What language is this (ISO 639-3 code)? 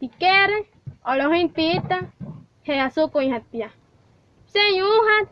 guc